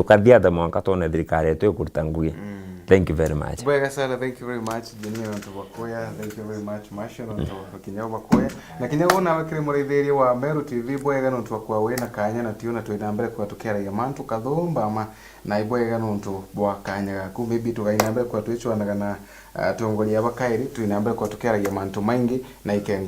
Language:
Meru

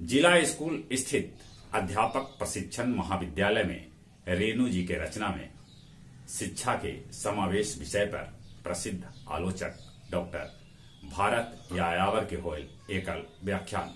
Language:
Magahi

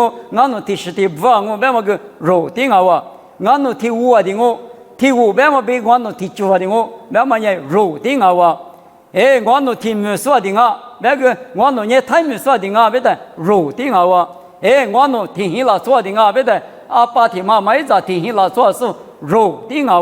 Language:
Lisu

